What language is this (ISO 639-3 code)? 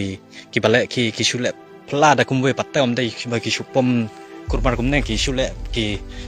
kha